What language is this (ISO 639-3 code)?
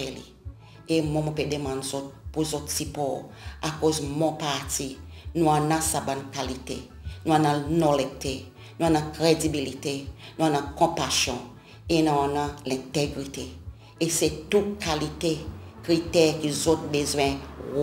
crs